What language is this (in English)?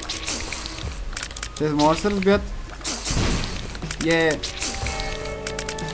Bulgarian